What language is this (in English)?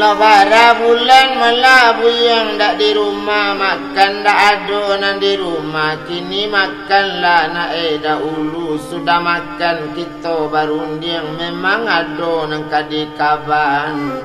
Minangkabau